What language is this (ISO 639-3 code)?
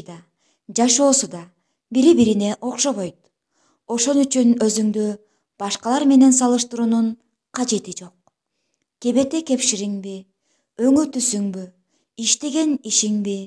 kir